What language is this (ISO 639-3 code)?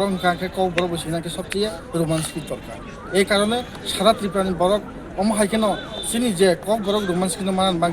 ria